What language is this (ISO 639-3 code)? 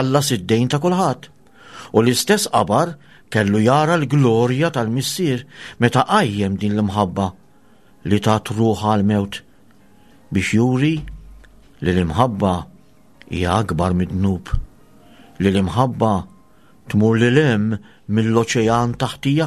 mlt